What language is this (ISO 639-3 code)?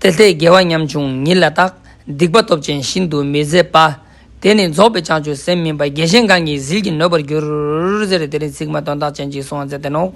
lbj